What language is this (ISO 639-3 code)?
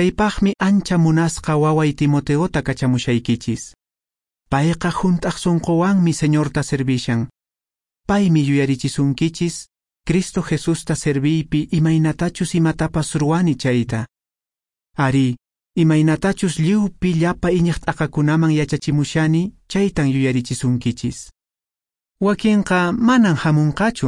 que